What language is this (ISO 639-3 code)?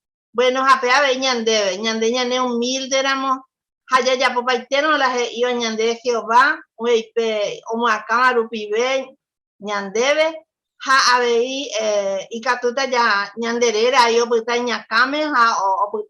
grn